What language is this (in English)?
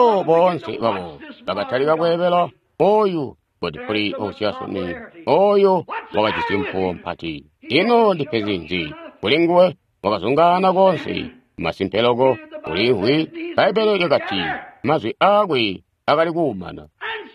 Tonga (Zambia)